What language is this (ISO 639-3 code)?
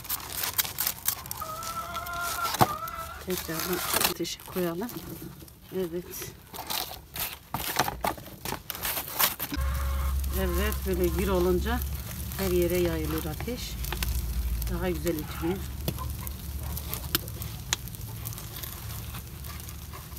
tur